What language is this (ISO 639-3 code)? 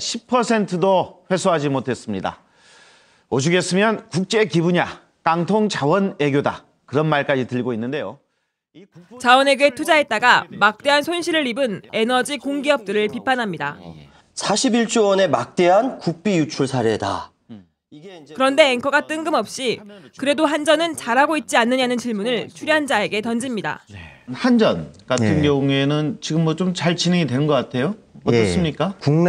kor